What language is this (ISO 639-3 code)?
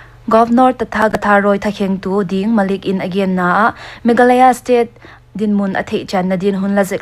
pck